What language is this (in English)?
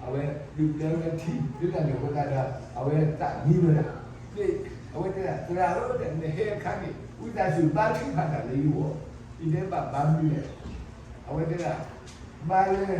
S'gaw Karen